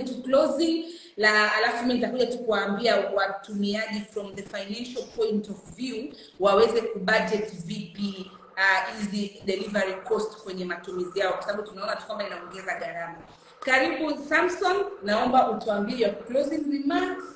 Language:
Swahili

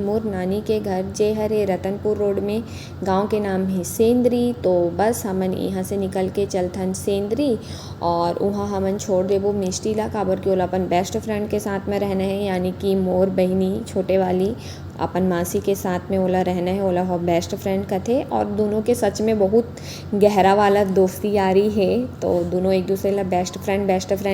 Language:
Chhattisgarhi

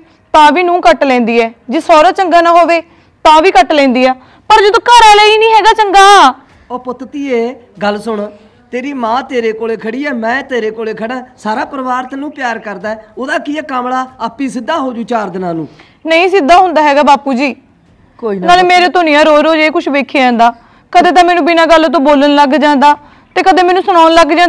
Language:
Punjabi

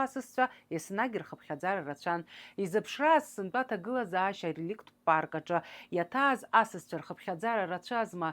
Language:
Abkhazian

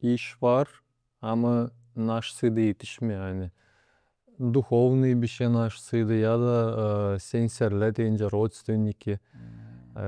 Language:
Gagauz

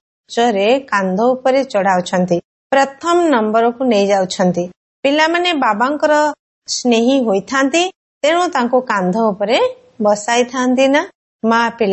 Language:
Odia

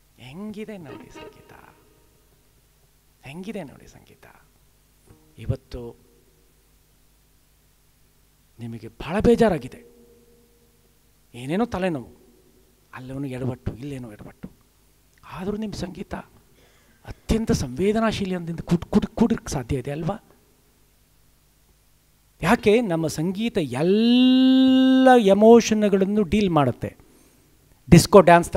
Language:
Kannada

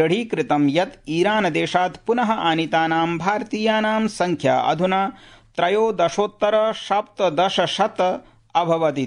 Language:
Sanskrit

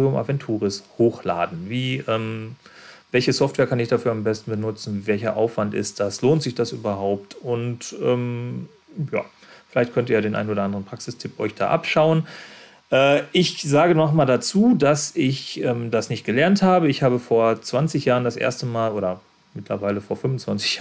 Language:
German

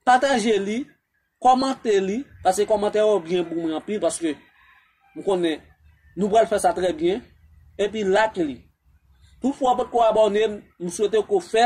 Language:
Haitian Creole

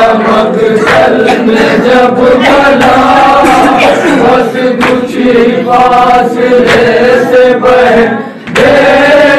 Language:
Urdu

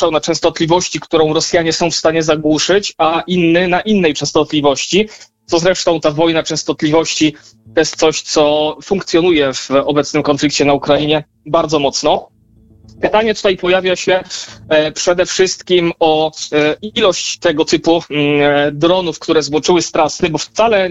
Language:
Polish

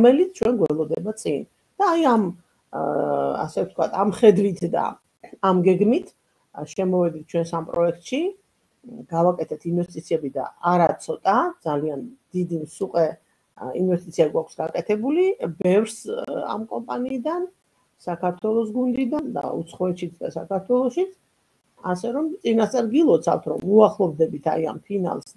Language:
Georgian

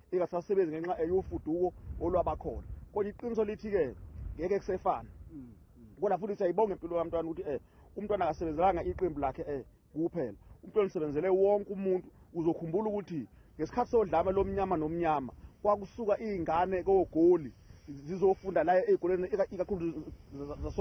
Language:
Zulu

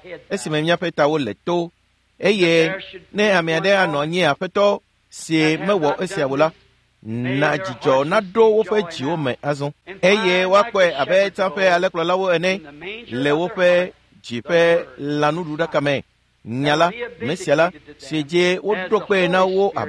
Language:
Ewe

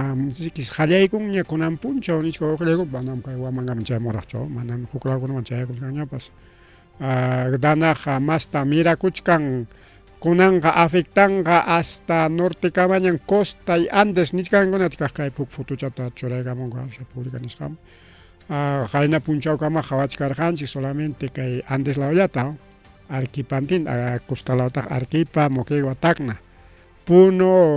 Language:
Ayacucho Quechua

